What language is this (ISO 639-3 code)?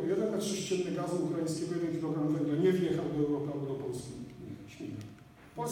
pol